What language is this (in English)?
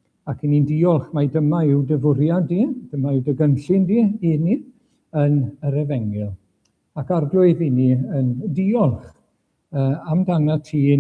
Welsh